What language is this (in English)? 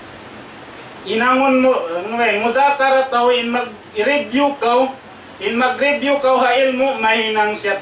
Tausug